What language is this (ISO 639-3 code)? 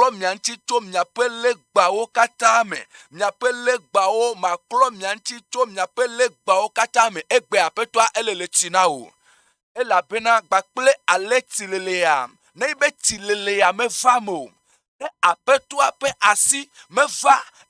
ewe